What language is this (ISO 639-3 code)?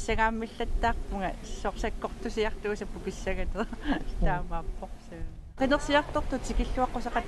kal